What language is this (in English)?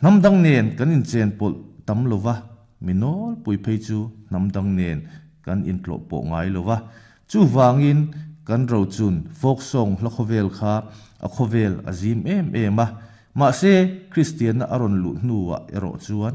Mizo